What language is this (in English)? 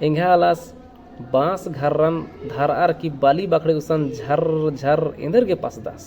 Kurukh